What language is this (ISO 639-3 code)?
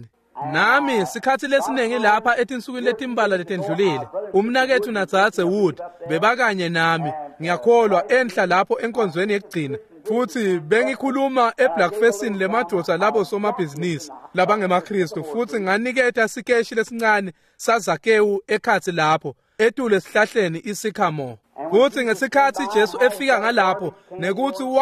ssw